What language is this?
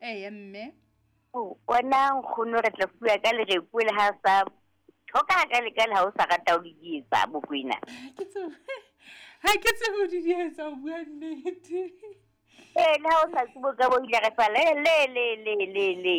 Southern Sotho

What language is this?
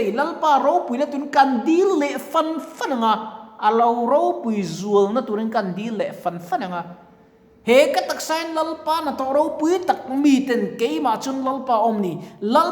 Mizo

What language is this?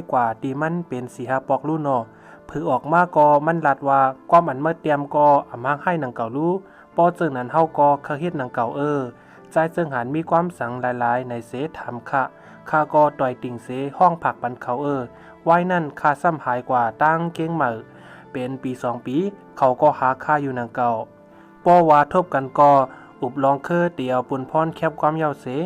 Shan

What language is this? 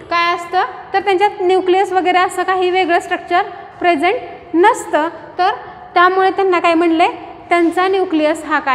Marathi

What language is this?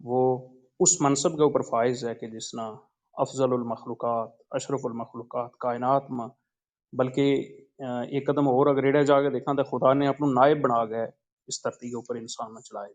Gujari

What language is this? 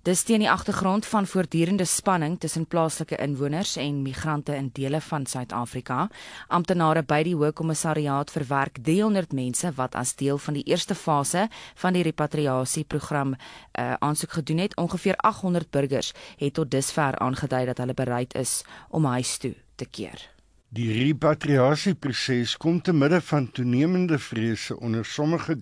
Afrikaans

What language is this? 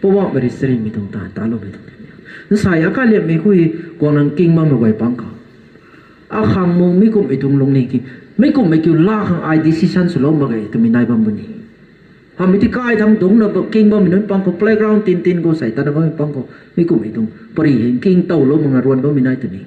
Rongmei Naga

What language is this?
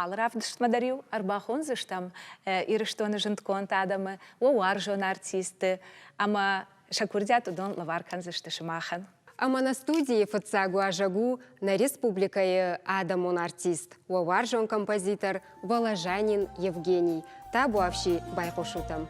Ossetic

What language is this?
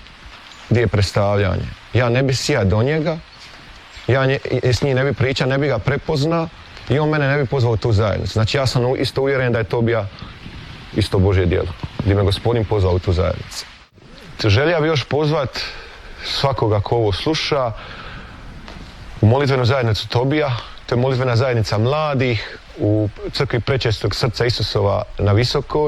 Croatian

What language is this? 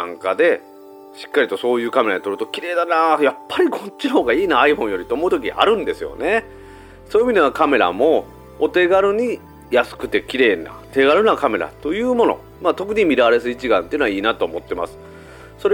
Japanese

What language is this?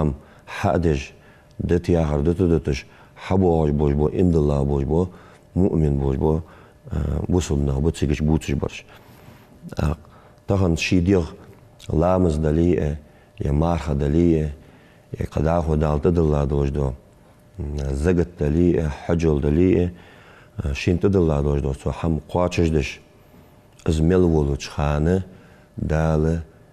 Ingush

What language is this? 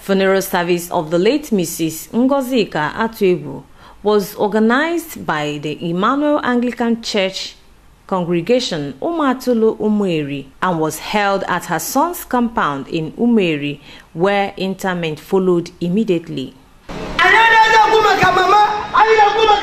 Igbo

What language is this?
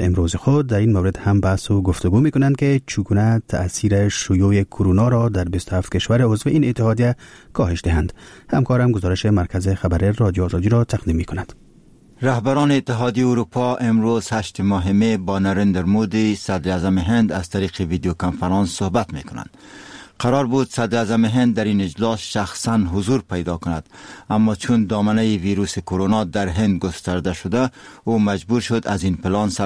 Persian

